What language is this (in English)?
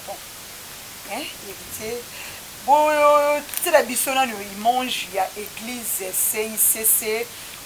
Lingala